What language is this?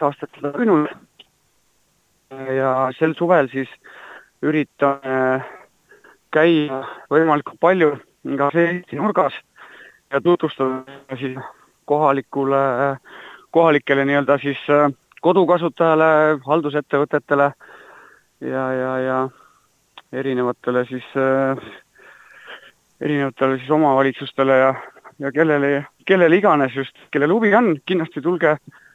Estonian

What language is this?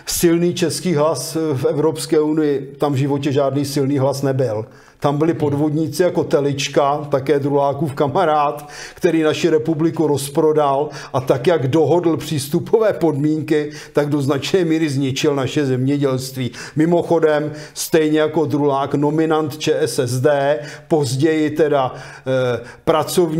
Czech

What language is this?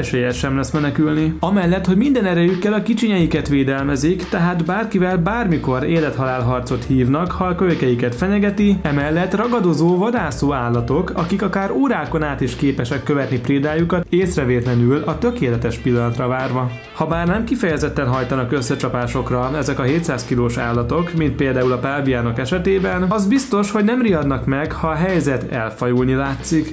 Hungarian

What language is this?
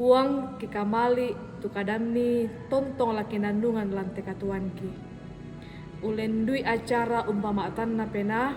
Toraja-Sa'dan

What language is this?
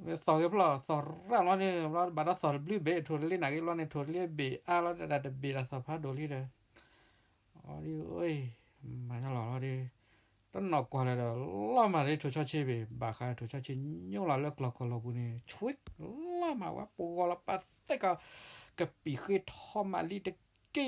S'gaw Karen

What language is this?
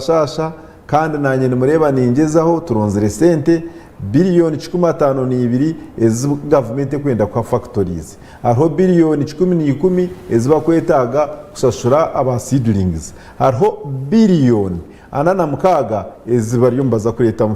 Nyankole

